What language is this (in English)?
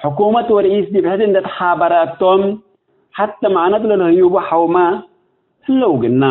Tigre